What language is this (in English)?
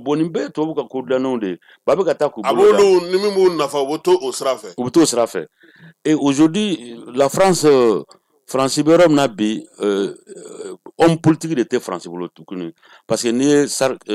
Bambara